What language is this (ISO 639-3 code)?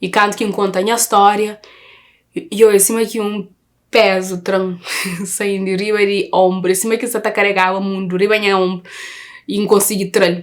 kea